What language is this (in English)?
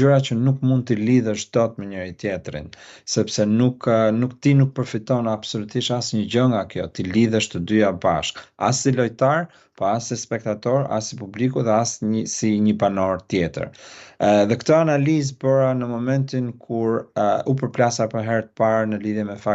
Albanian